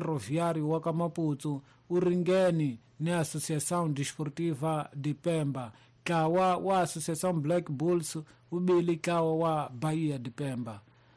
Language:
Tsonga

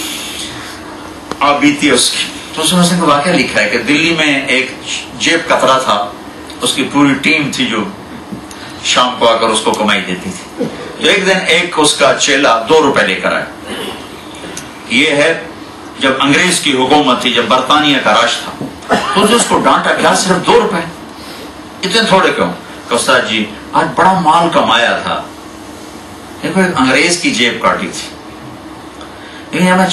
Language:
Urdu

